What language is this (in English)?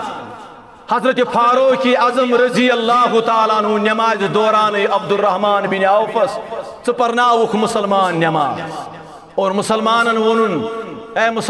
Kashmiri